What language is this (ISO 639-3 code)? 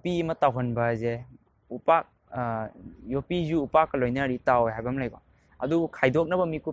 mni